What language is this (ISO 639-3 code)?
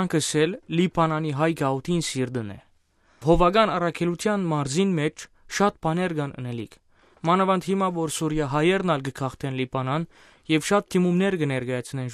hyw